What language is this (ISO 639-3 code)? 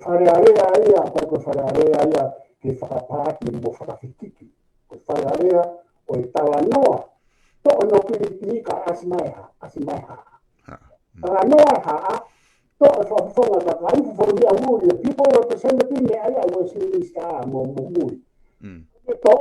ton